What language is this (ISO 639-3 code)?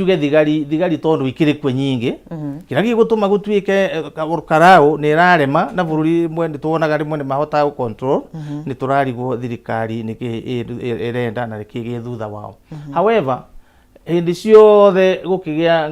kik